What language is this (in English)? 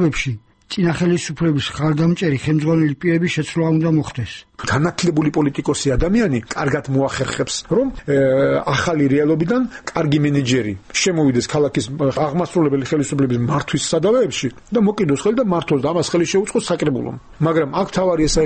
Georgian